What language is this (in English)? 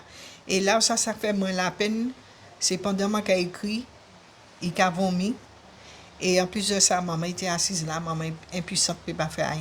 Guadeloupean Creole French